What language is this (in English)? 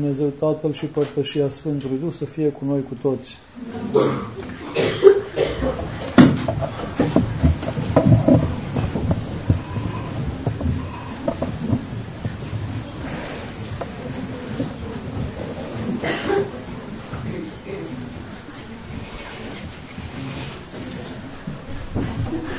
Romanian